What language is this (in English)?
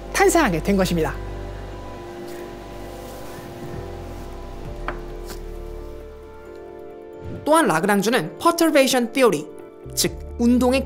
Korean